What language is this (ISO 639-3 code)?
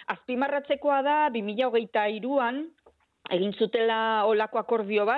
eus